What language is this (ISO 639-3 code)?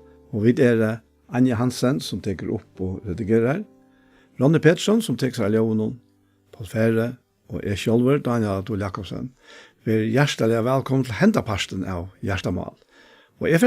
fao